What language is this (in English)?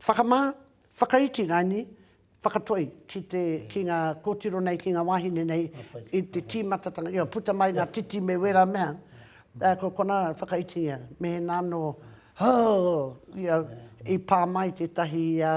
Māori